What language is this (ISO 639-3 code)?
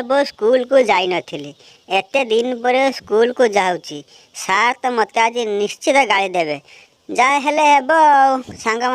ori